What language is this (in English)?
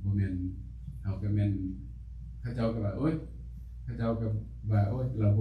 Lao